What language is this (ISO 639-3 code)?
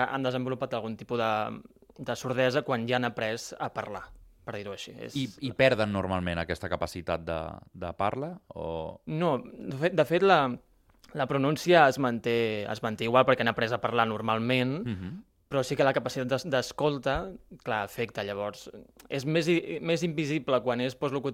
cat